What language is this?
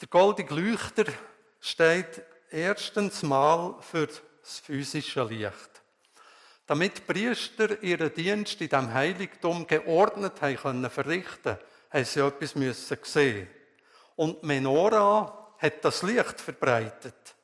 Swiss German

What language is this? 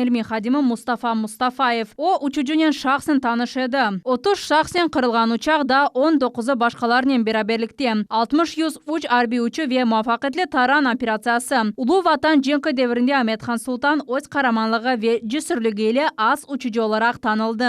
Crimean Tatar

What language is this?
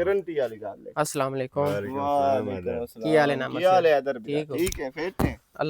Western Panjabi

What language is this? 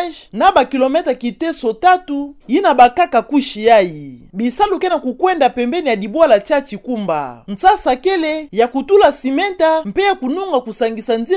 Kituba (Democratic Republic of Congo)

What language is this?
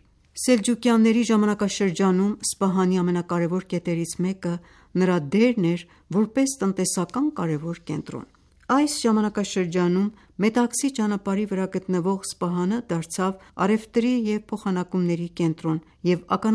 Armenian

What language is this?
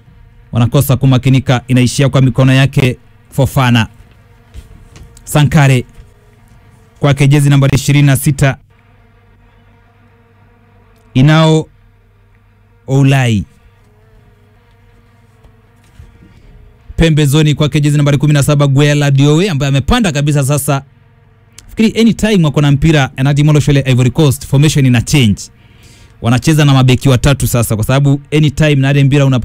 Swahili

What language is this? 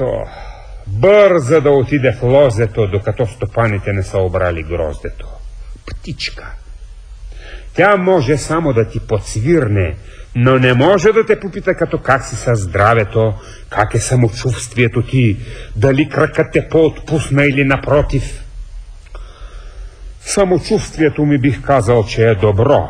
Bulgarian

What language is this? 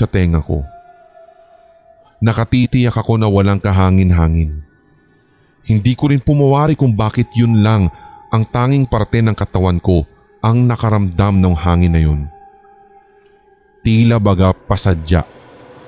Filipino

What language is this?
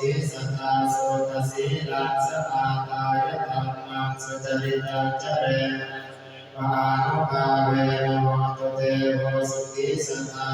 Pali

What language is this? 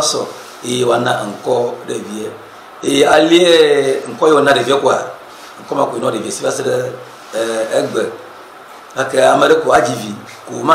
Ewe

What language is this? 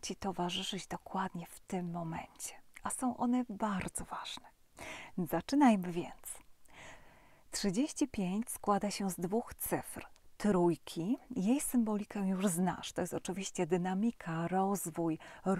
Polish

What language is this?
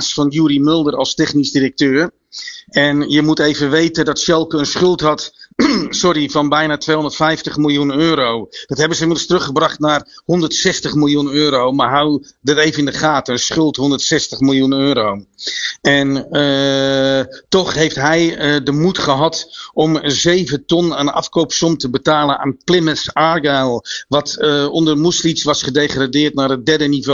Dutch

